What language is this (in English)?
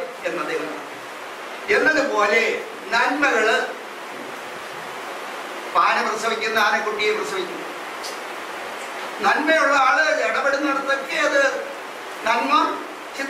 Malayalam